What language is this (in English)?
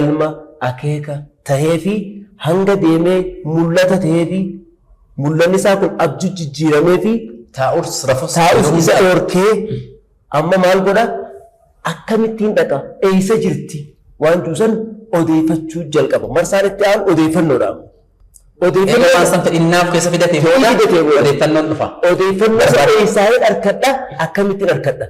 Oromo